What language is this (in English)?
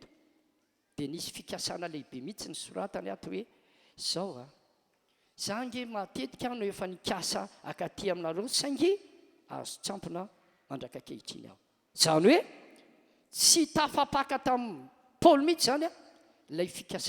Malagasy